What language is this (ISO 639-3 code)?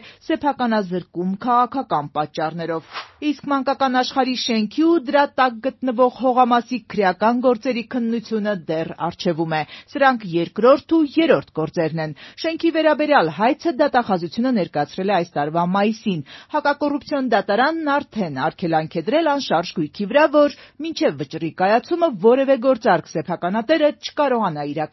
hye